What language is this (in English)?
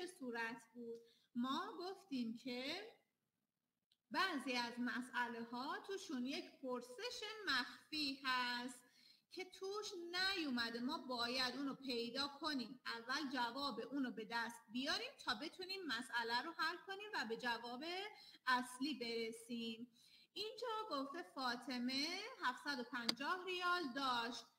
Persian